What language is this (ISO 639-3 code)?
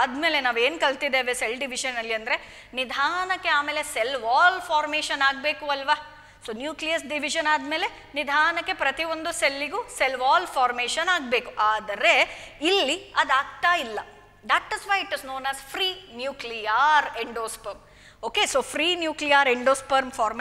kan